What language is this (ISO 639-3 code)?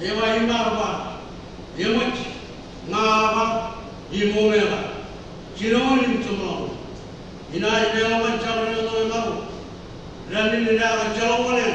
mah